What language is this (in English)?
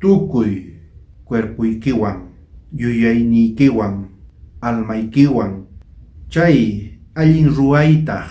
South Bolivian Quechua